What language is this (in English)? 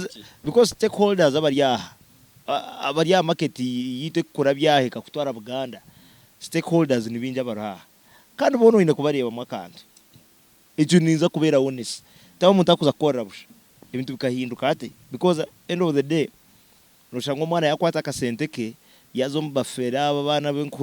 Nyankole